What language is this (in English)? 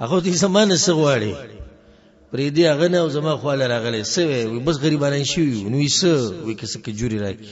Pashto